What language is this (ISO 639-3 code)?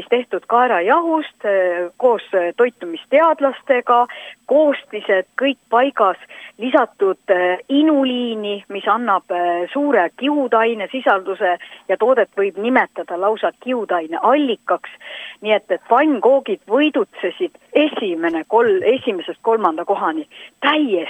est